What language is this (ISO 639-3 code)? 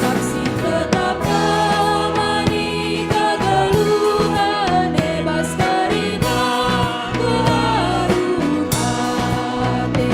btx